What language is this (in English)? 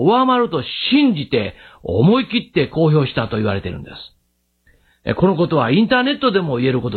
Japanese